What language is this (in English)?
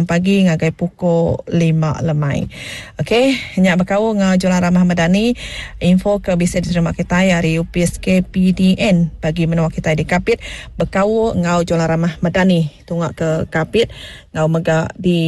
Iban